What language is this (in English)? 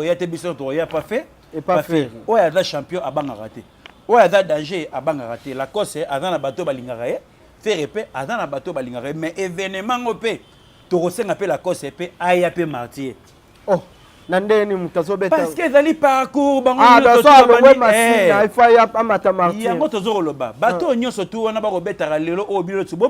Lingala